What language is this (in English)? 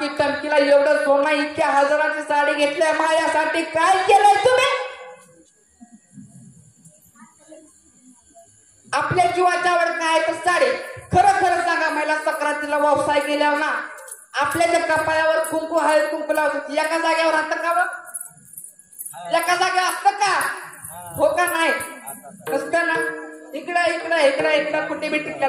Marathi